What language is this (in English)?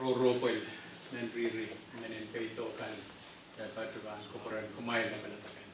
Pohnpeian